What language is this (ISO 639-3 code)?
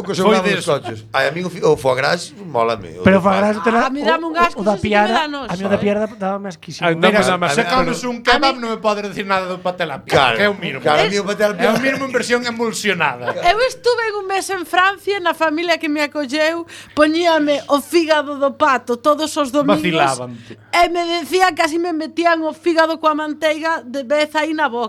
glg